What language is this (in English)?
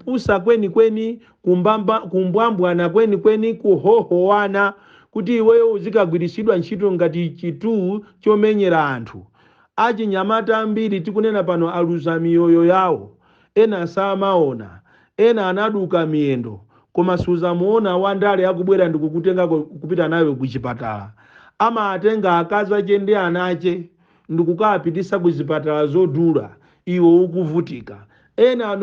Nyanja